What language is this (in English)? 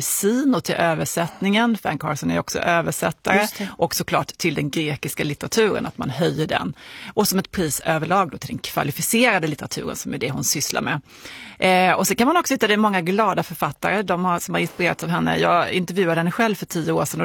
Swedish